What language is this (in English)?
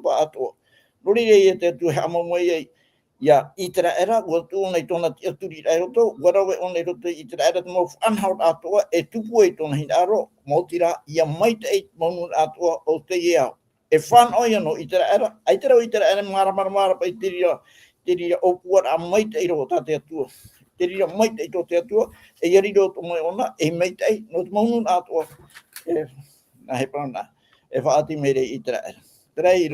Tahitian